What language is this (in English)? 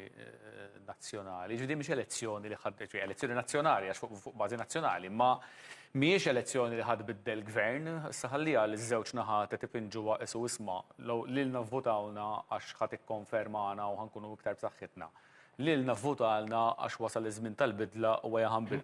Maltese